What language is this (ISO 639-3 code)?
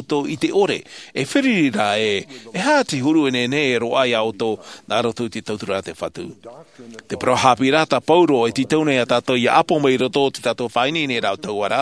tah